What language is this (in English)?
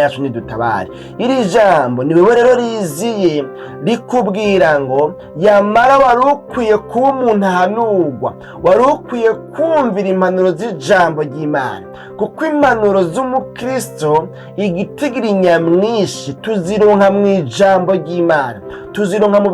Rundi